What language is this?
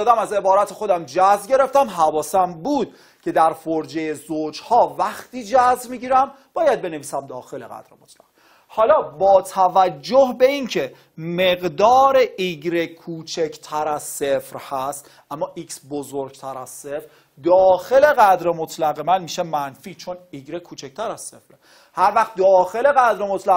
Persian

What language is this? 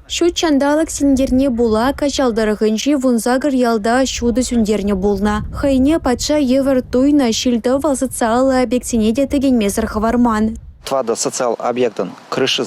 Chuvash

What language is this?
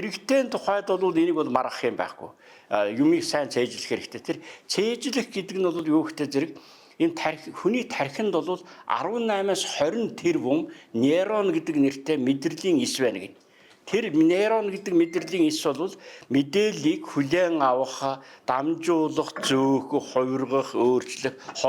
Mongolian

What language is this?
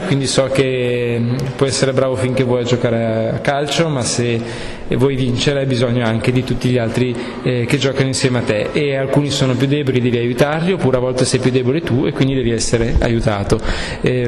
Italian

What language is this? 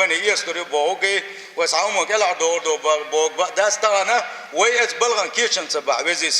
Chechen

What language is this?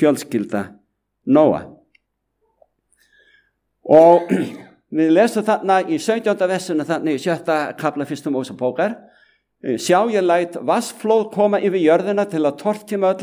Icelandic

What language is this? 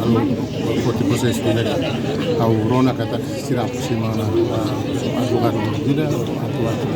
Tetum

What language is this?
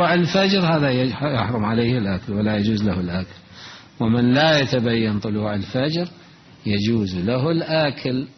Mesopotamian Arabic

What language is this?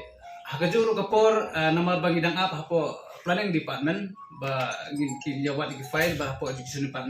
Khasi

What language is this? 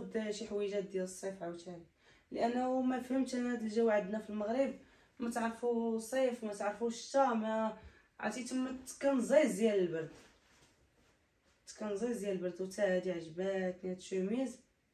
Moroccan Arabic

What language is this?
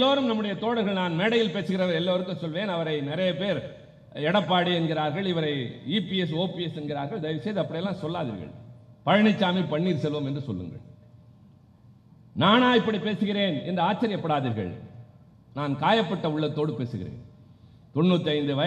Tamil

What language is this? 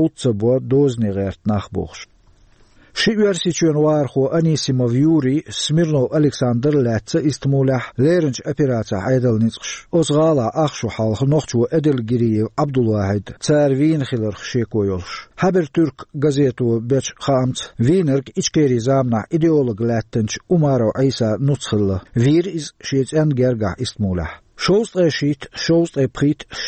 Chechen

